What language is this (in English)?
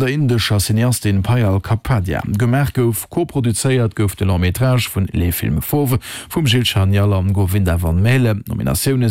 Luxembourgish